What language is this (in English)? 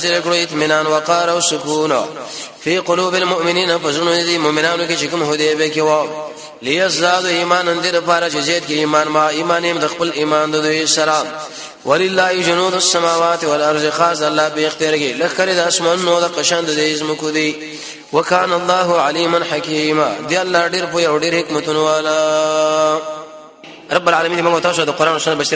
Pashto